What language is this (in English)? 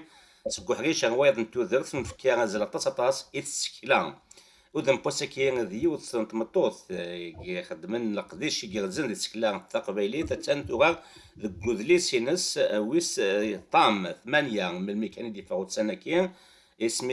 Kabyle